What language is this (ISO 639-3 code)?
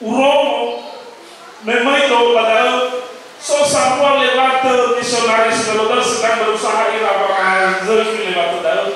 nia